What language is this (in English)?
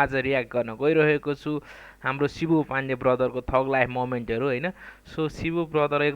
Nepali